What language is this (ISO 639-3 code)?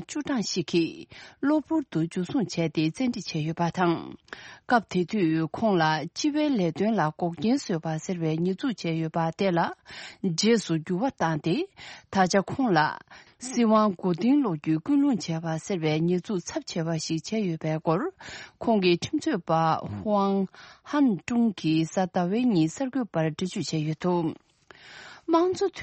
bod